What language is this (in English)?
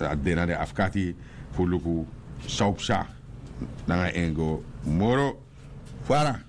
Sranan Tongo